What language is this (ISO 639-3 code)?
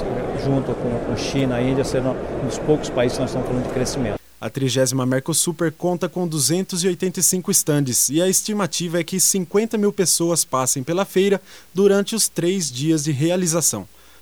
por